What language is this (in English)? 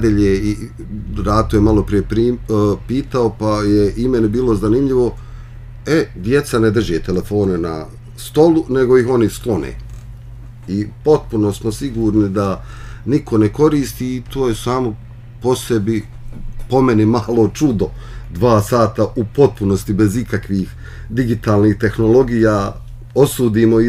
Bosnian